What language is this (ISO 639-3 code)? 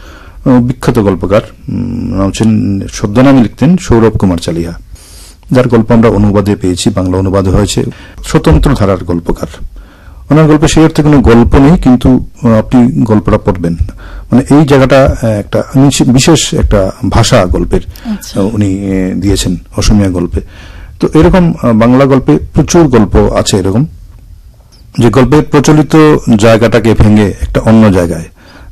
ben